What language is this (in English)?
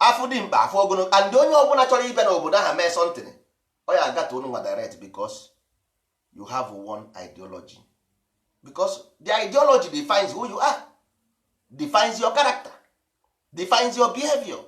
Igbo